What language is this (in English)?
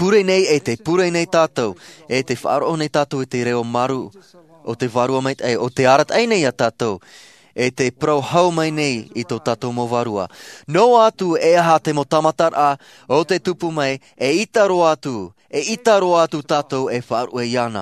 Tahitian